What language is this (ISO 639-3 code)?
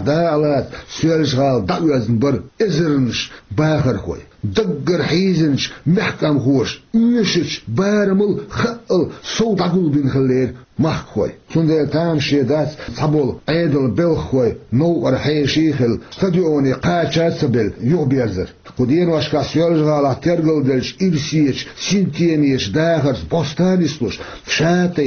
che